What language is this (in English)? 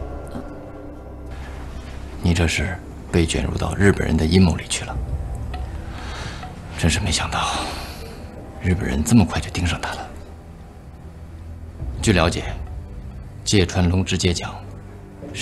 Chinese